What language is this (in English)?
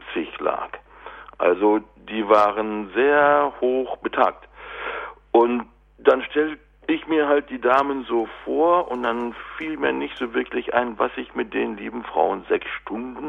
German